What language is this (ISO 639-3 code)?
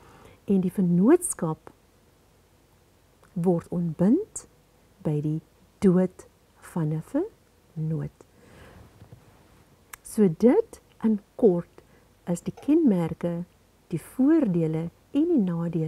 afr